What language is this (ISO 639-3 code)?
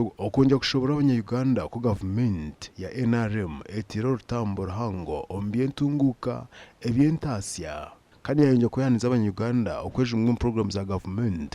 nyn